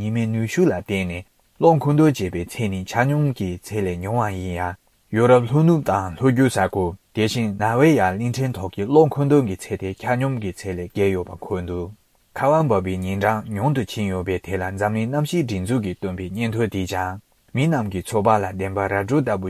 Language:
Tibetan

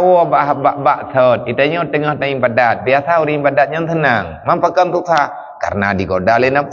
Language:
Achinese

